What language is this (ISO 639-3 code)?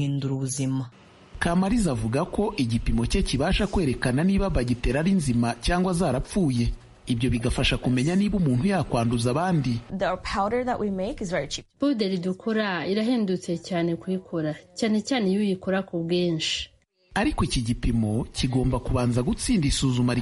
kin